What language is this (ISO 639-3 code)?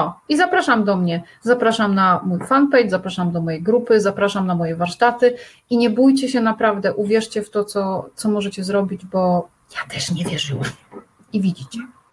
pol